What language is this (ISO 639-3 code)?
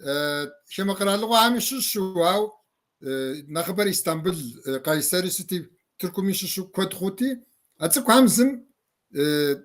kbd